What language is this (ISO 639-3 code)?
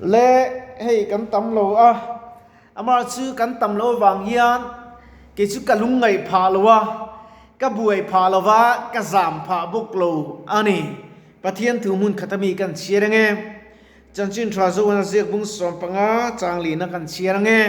lus